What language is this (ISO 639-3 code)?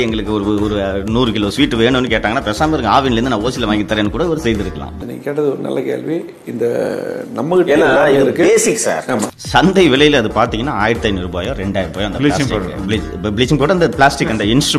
tam